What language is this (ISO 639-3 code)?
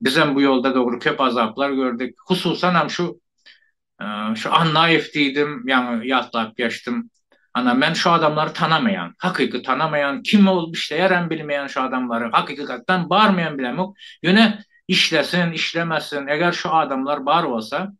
tuk